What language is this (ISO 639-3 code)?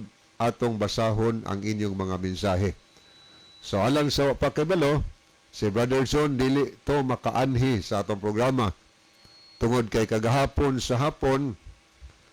ceb